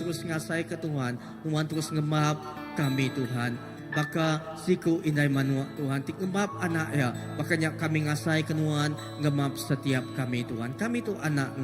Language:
Iban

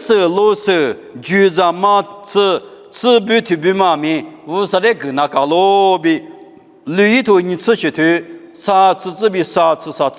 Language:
Lisu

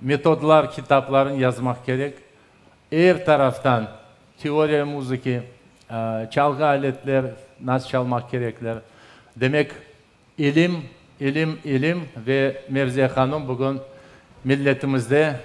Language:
Crimean Tatar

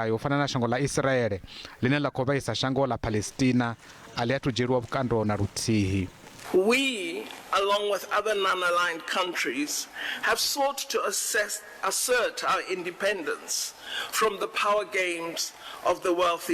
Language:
Venda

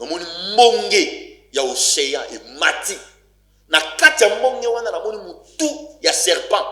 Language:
Lingala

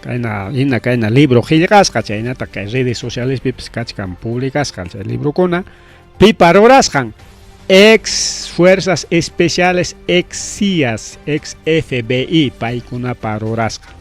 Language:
Ayacucho Quechua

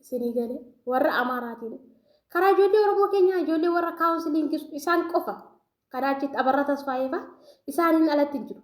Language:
Oromo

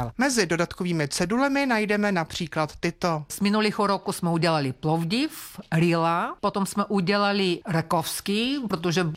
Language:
Czech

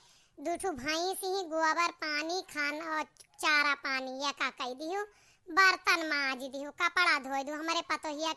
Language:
Awadhi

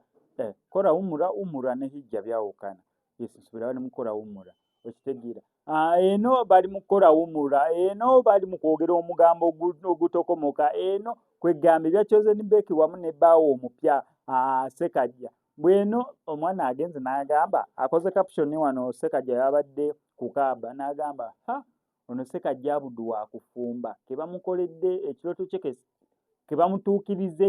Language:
Ganda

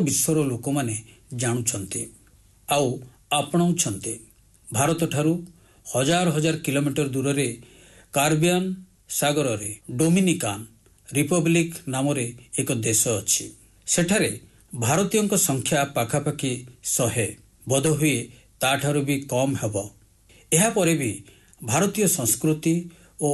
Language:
Odia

